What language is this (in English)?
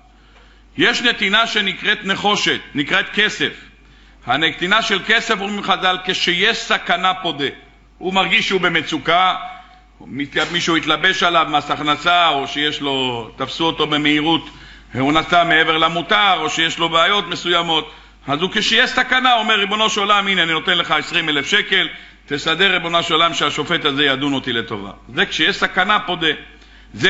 Hebrew